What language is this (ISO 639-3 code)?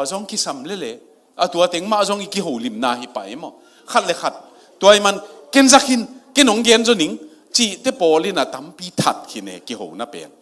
ctd